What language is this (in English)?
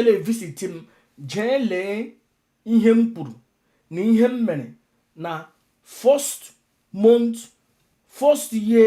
Igbo